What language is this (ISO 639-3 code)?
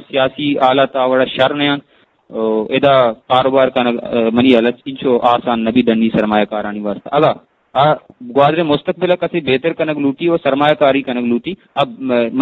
bgp